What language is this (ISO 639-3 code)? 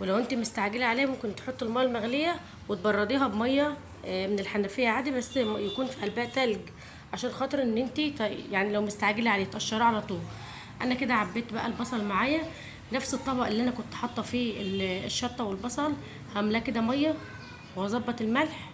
arz